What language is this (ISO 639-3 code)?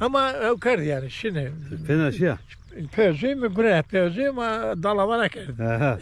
zza